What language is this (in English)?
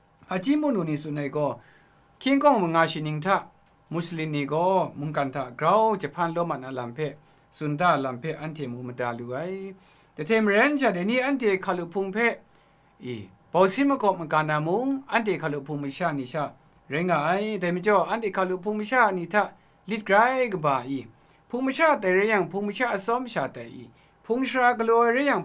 Kachin